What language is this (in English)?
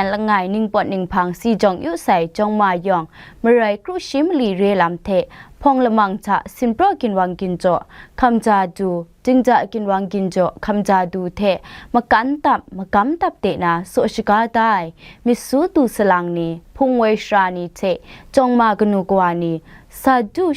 Kachin